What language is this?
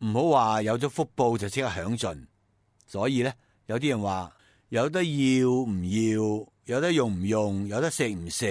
Cantonese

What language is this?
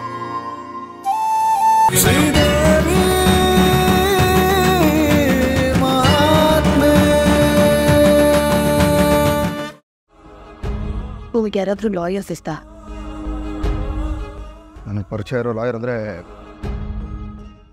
Kannada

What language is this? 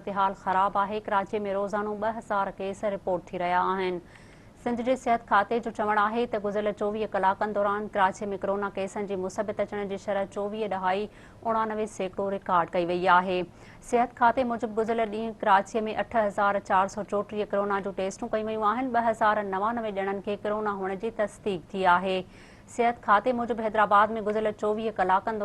Sindhi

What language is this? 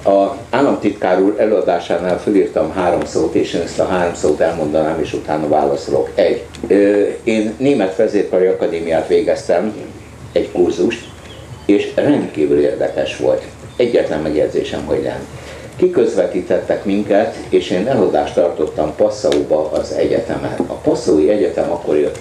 Hungarian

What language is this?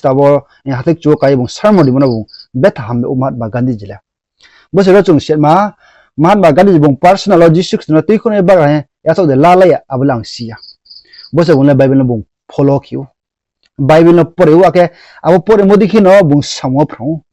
Riang (India)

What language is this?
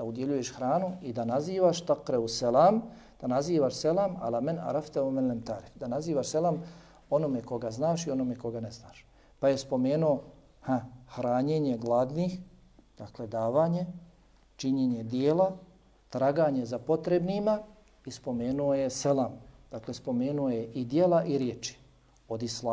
Bosnian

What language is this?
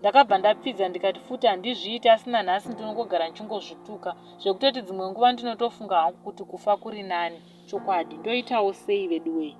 Shona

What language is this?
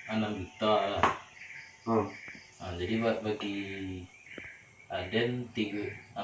Minangkabau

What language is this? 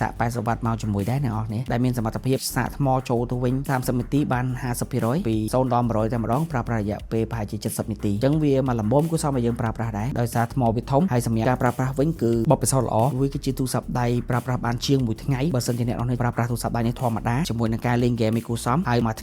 Khmer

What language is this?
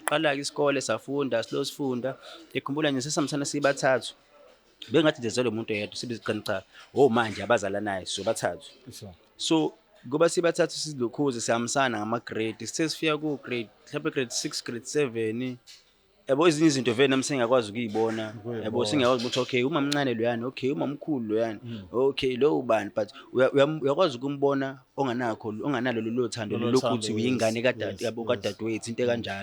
Zulu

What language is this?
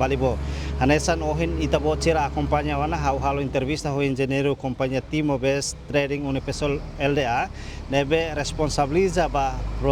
Tetum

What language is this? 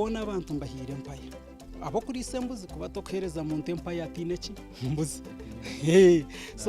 Nyankole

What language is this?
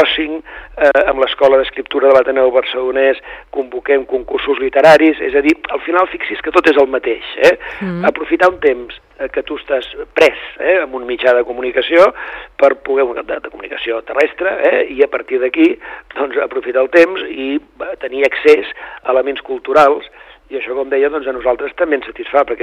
Catalan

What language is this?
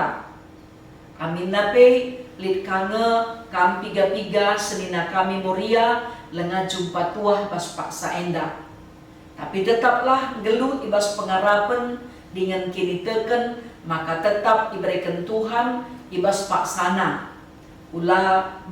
Batak Karo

